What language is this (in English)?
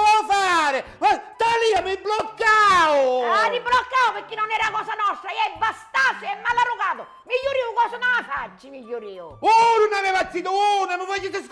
Sicilian